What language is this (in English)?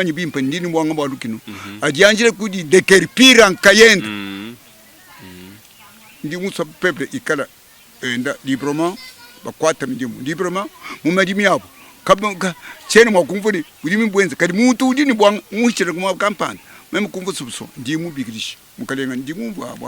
Luba-Lulua